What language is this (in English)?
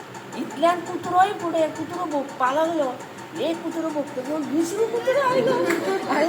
Konkani